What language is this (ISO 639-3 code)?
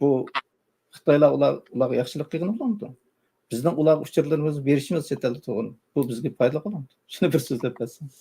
uig